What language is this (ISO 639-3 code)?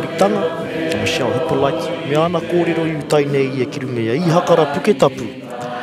mri